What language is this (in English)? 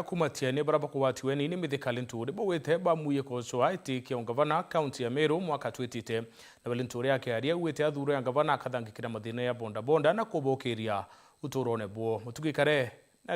Meru